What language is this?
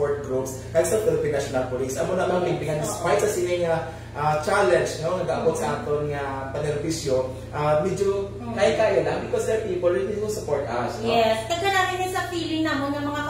Hiligaynon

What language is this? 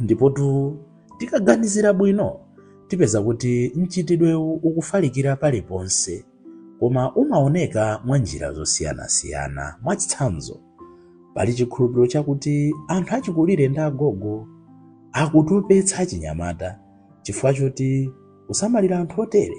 Nyanja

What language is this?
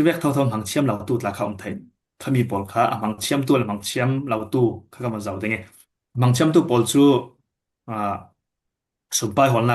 Falam Chin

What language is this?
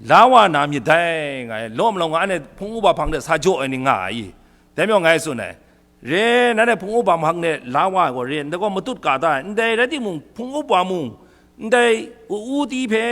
Kachin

